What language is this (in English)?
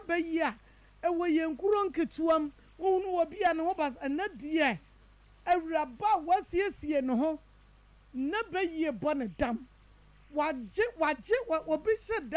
Akan